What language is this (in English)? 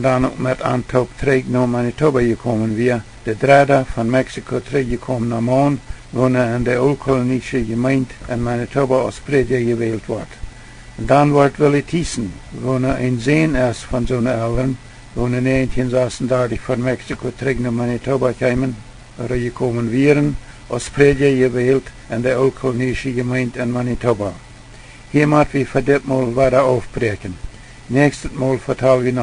Plautdietsch